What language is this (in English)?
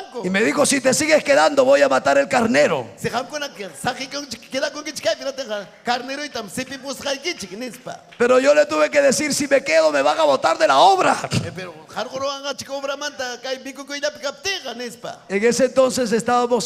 Ayacucho Quechua